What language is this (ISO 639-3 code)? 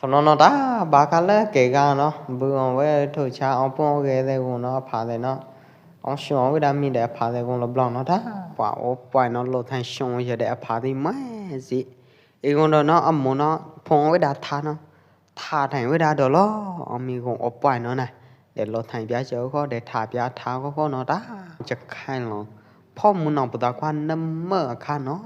kjp